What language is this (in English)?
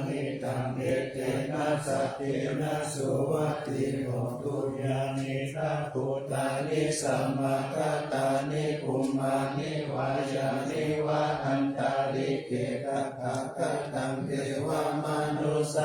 Pali